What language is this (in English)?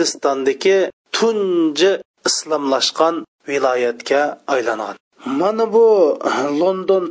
Uyghur